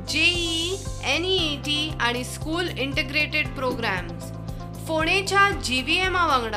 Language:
Konkani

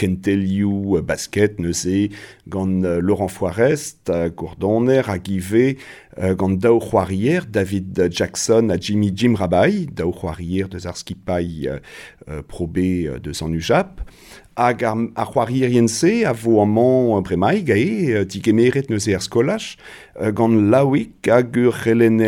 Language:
Breton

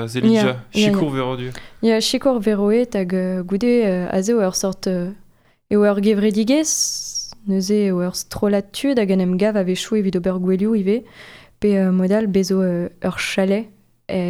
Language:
Breton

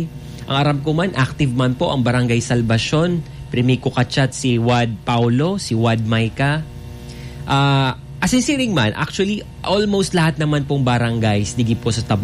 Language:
Bikol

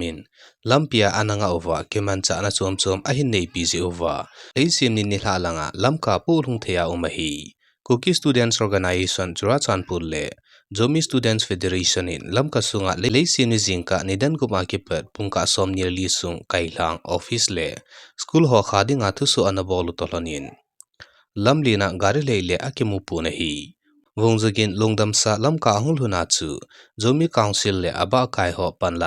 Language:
Thado Chin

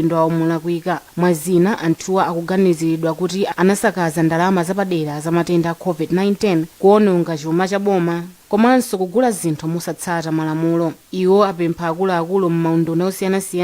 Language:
Nyanja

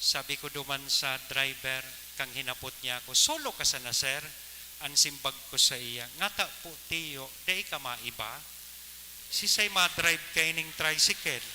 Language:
Bikol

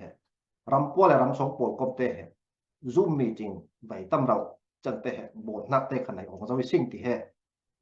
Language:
Falam Chin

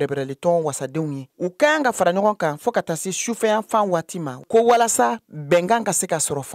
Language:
Bambara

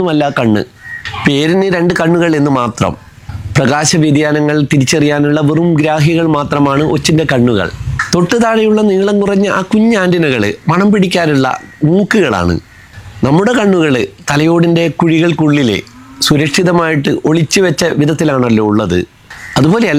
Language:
Malayalam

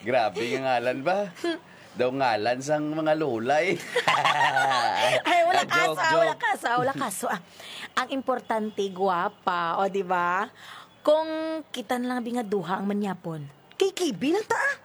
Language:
Hiligaynon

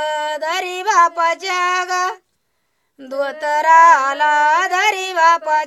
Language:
Marathi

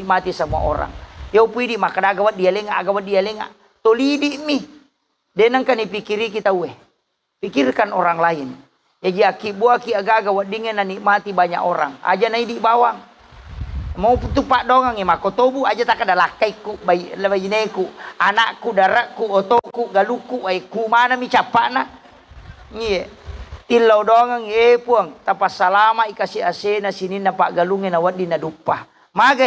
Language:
Buginese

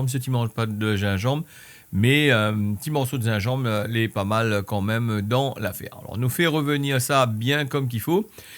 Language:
Réunion Creole French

